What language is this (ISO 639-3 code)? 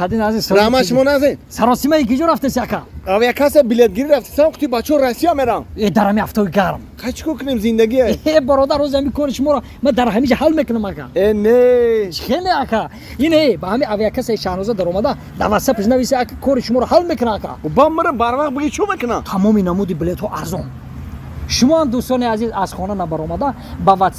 tgk